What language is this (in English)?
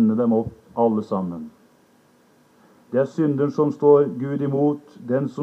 Norwegian